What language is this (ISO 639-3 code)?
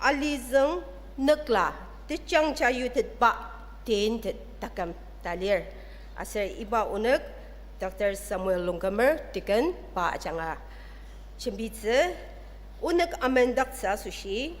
njo